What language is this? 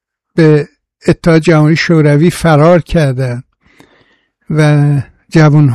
Persian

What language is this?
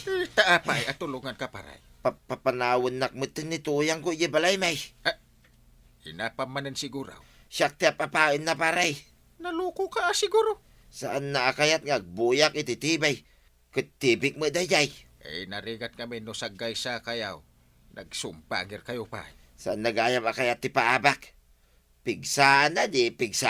Iloko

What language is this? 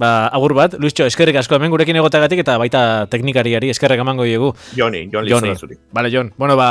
Basque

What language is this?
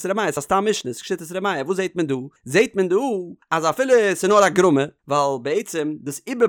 Yiddish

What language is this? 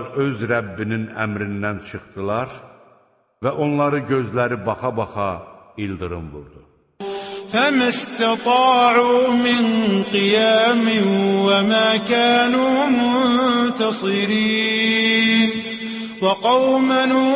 Azerbaijani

